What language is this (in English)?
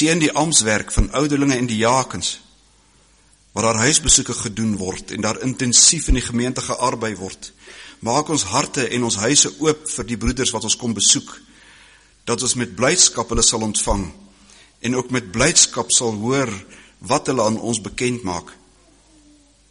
Afrikaans